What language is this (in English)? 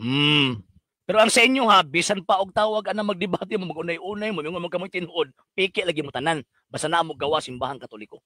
Cebuano